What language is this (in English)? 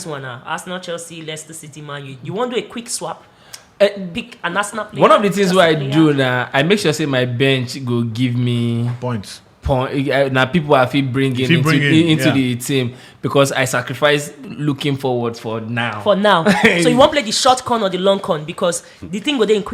Nigerian Pidgin